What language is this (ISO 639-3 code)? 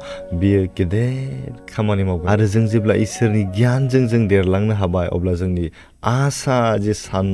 brx